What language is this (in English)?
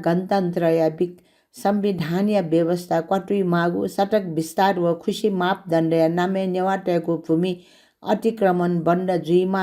Newari